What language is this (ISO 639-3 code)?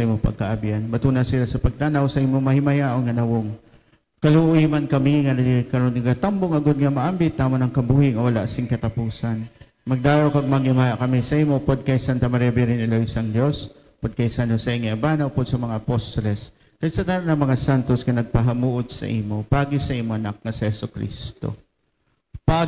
hil